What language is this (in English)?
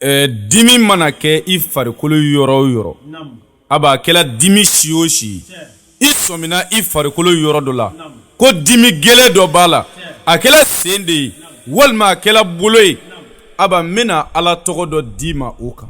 Bambara